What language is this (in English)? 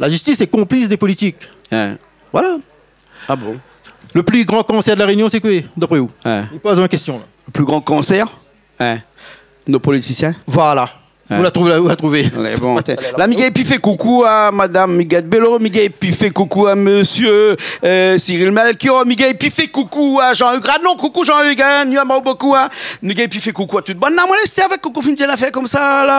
Réunion Creole French